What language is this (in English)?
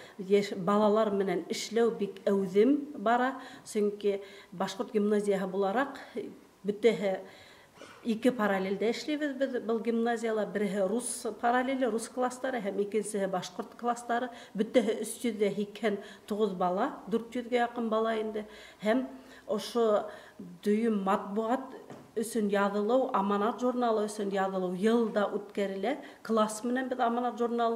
Bashkir